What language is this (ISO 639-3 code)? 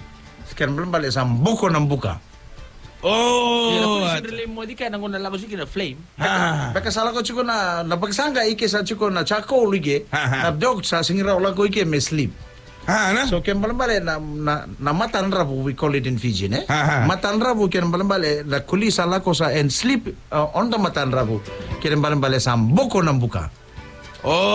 fij